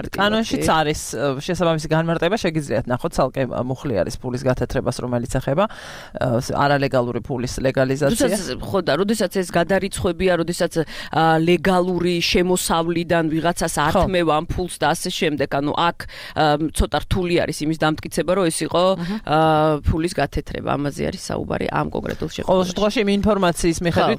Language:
Georgian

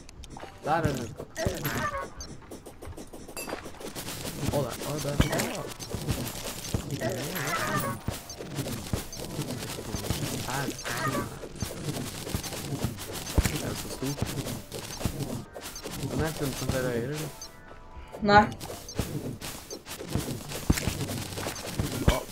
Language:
Norwegian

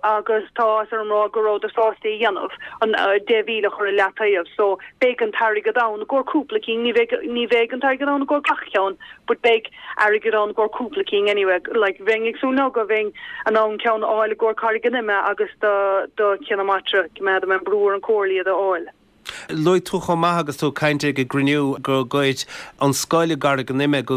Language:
Irish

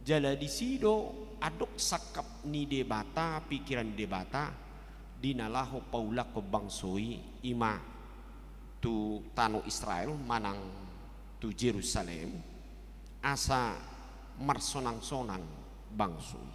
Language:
Batak Toba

